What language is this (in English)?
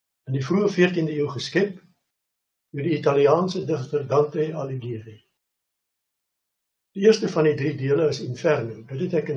Afrikaans